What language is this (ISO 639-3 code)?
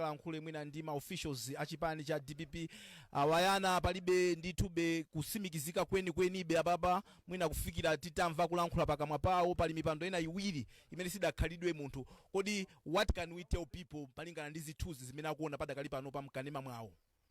nya